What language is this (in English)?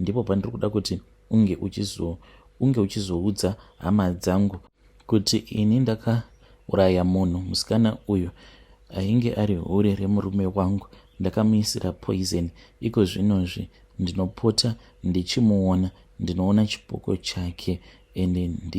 Shona